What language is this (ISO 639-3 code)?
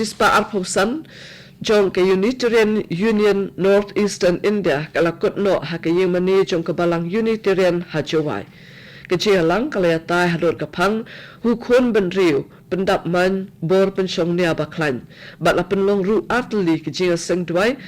kha